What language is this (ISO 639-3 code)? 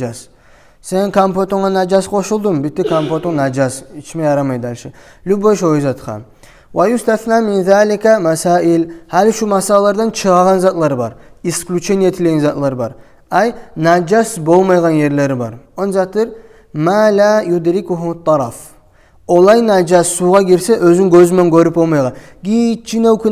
kum